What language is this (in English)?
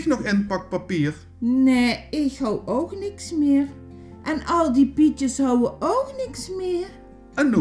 Limburgish